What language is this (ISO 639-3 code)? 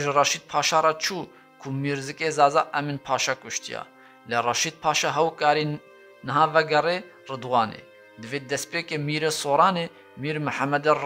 kur